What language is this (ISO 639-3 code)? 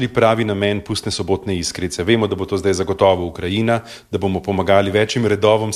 slv